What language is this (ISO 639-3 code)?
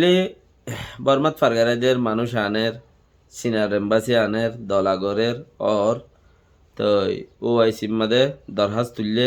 rhg